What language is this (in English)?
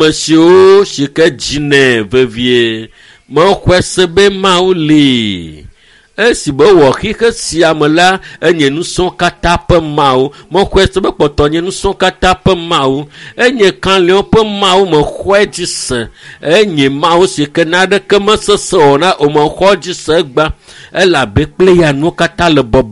Ewe